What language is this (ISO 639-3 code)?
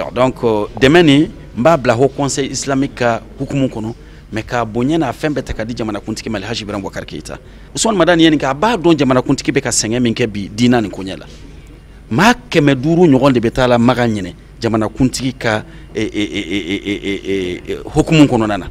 bam